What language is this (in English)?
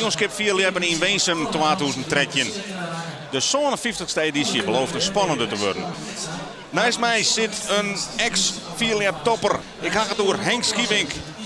Western Frisian